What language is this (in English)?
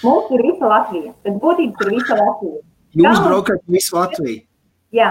Latvian